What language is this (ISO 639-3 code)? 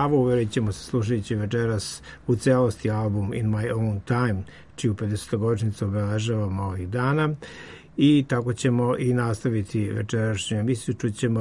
srp